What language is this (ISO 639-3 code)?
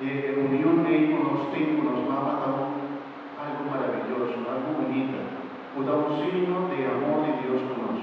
pap